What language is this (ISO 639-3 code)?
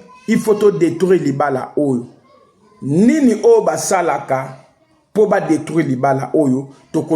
lin